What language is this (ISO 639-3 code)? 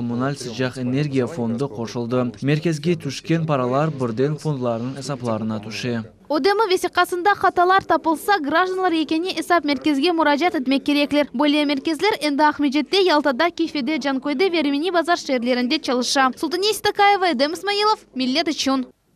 crh